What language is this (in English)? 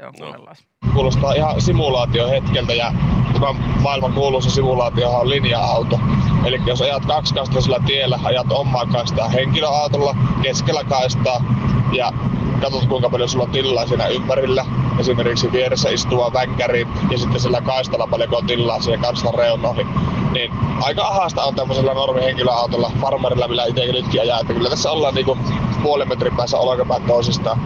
Finnish